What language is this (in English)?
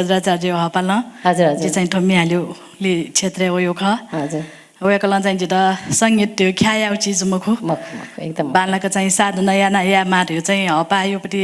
Newari